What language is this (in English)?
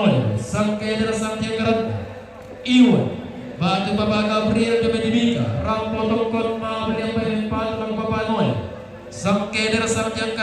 Toraja-Sa'dan